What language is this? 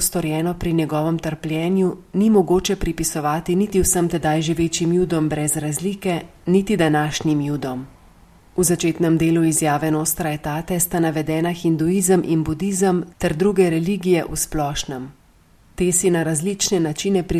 Slovenian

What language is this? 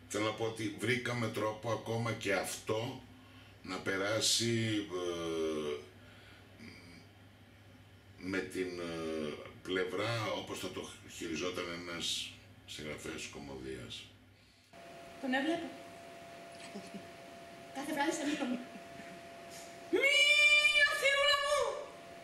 Greek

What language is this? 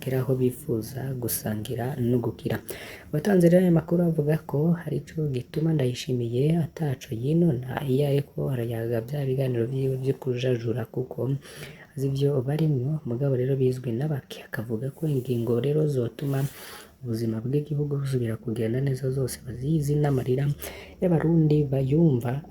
Rundi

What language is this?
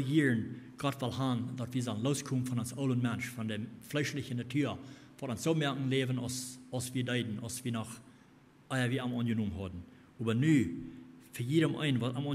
Plautdietsch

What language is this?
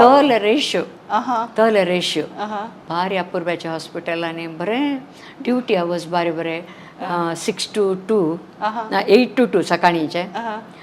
Konkani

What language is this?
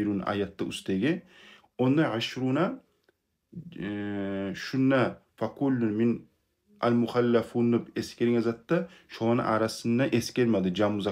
Kumyk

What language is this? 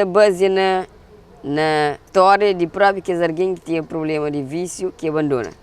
Kabuverdianu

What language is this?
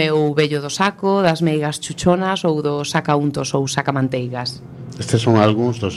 Galician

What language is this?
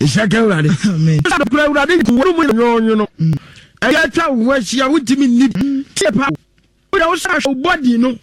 Akan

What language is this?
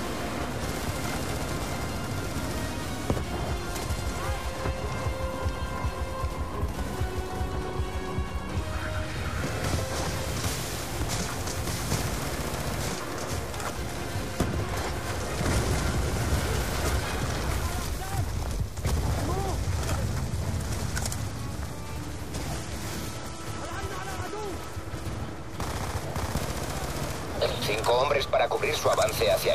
Spanish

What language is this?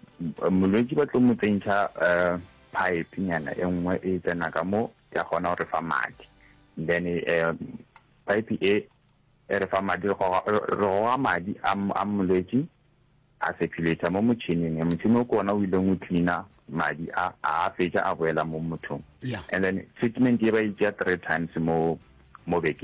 Northern Sotho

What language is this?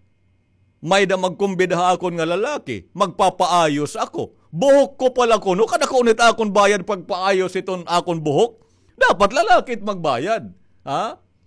Waray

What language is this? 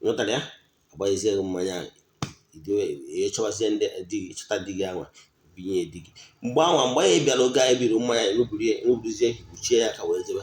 Igbo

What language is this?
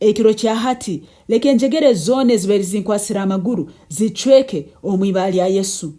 Nyankole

